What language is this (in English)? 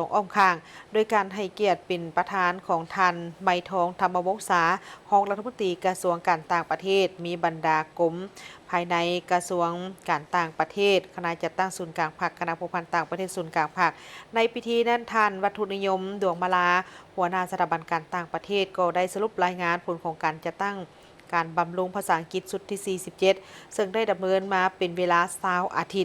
Lao